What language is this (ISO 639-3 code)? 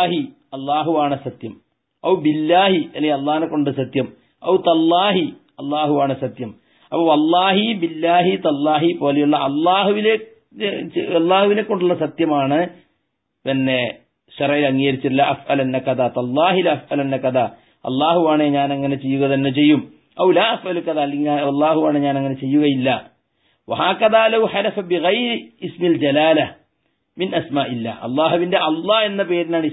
mal